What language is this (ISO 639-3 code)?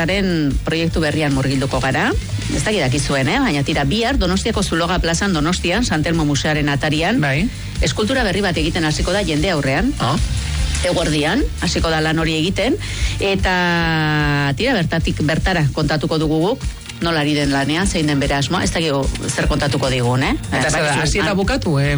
eus